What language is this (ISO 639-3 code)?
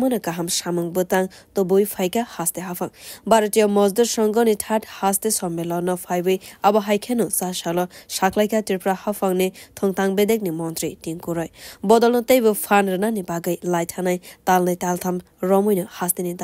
trp